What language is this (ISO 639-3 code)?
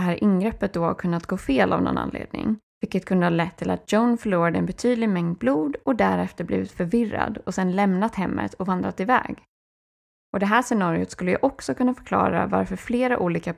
swe